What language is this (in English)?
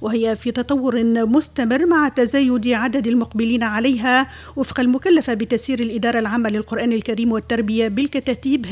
Tunisian Arabic